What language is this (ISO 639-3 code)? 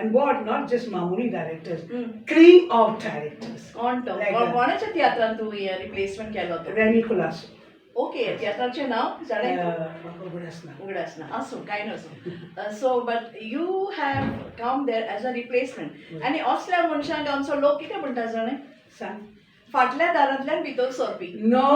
kok